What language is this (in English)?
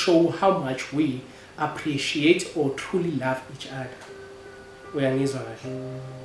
Zulu